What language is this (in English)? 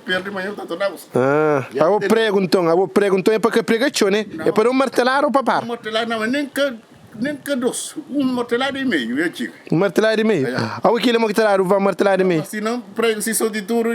Kabuverdianu